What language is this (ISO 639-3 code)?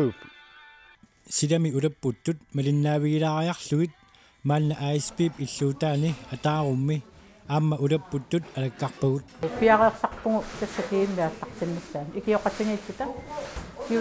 kal